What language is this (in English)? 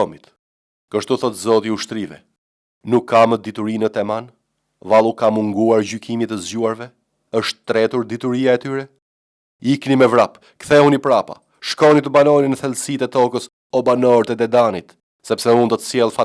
Albanian